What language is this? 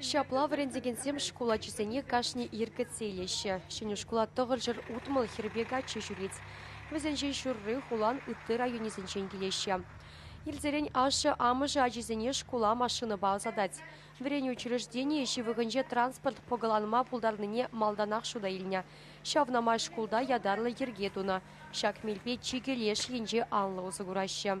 Chuvash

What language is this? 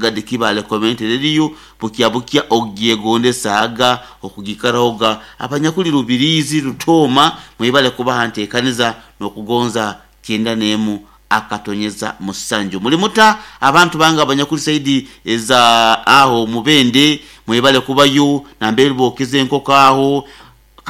Nyoro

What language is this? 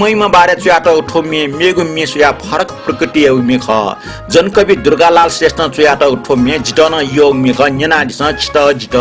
Newari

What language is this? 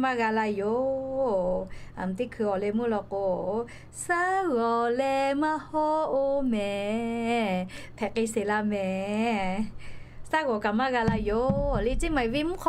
Lahu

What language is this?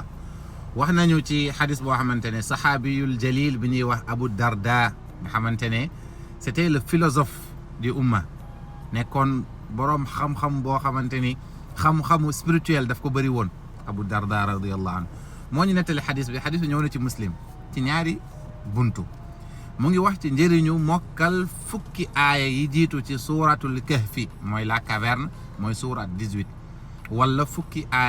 Wolof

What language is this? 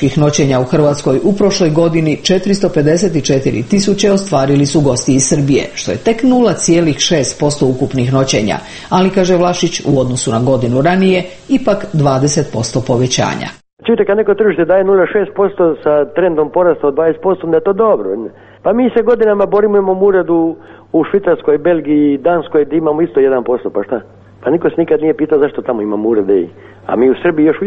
Croatian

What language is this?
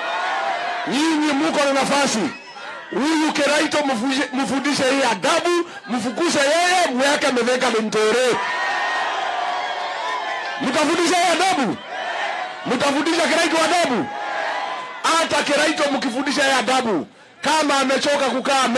Swahili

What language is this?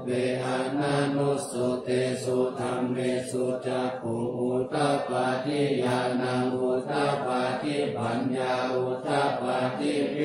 Pali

